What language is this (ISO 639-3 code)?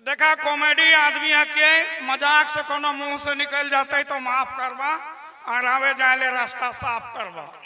sck